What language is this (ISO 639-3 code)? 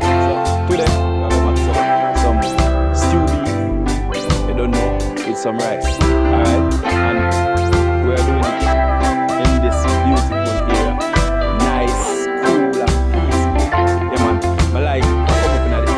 jam